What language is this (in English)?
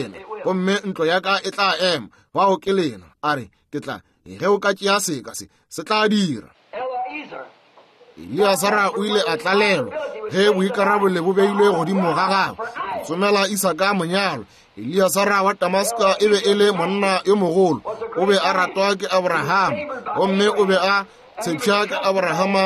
Northern Sotho